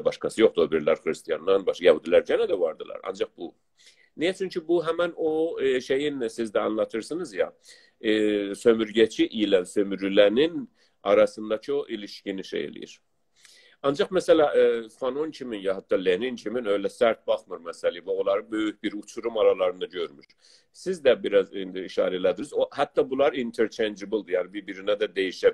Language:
South Azerbaijani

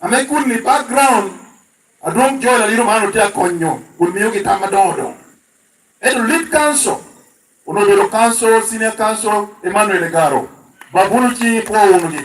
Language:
Lango (Uganda)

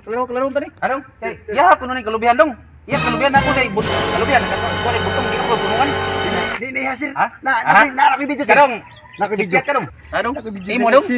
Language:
Cebuano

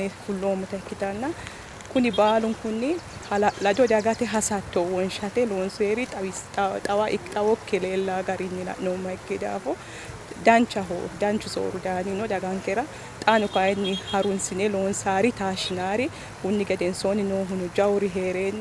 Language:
Sidamo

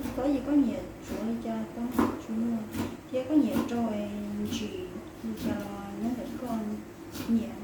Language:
Hmong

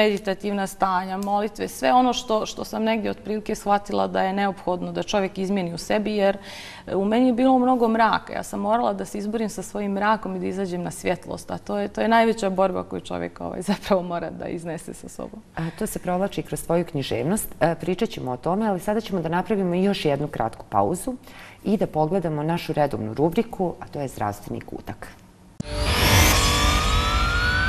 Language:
Bosnian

